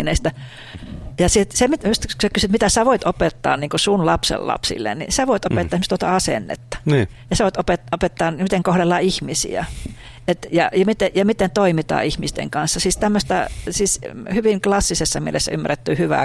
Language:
Finnish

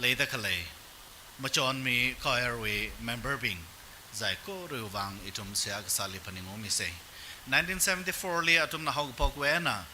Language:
Tangkhul Naga (India)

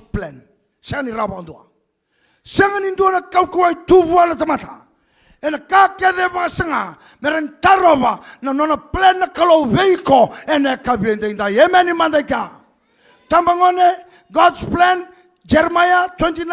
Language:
Fijian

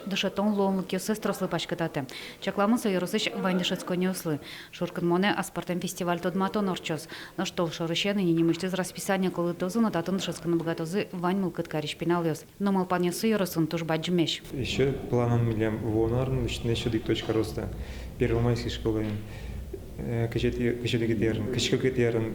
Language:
Udmurt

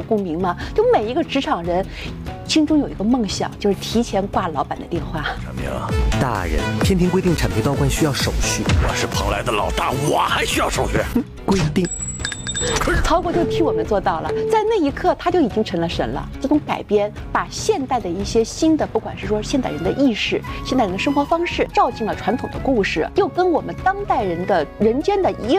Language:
Chinese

